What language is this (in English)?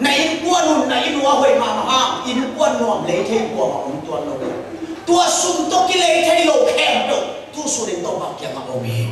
Tedim Chin